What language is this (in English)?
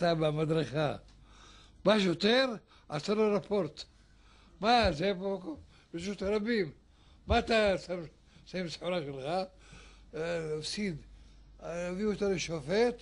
Hebrew